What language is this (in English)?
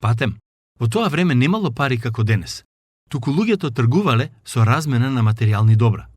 Macedonian